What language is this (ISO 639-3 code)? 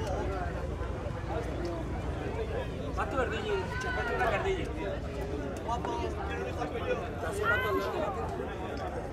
eus